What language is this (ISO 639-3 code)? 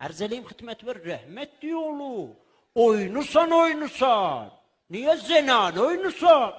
azb